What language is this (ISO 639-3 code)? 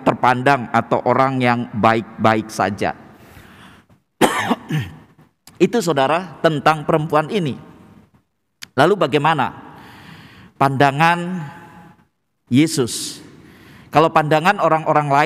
ind